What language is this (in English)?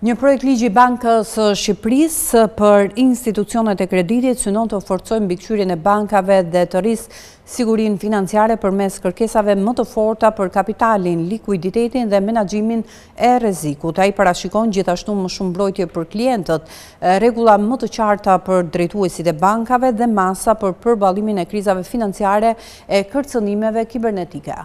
Albanian